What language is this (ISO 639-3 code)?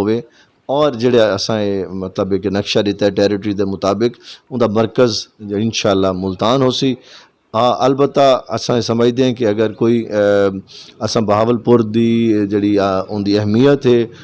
skr